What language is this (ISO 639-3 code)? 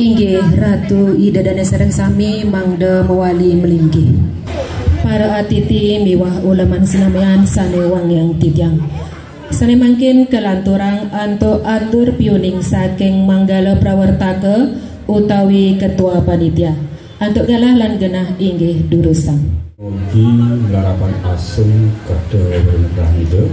ban